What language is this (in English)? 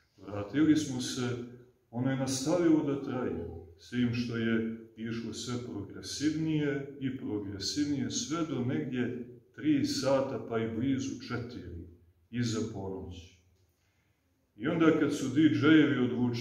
Serbian